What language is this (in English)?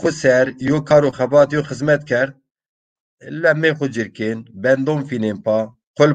Zaza